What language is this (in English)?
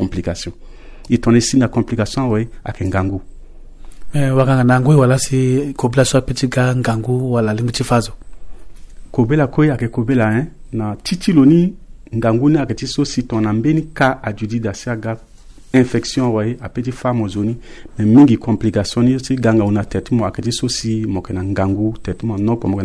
Sango